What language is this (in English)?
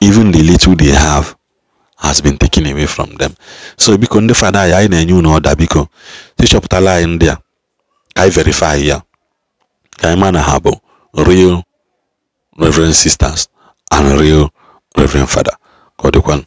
Igbo